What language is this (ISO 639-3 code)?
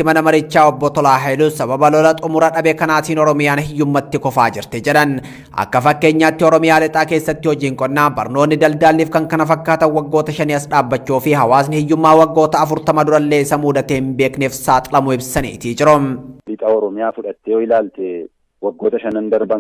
orm